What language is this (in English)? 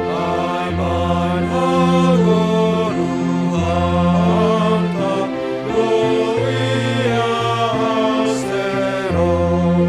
Batak Simalungun